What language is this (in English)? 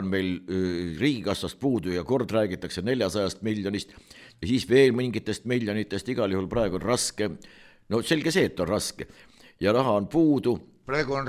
Estonian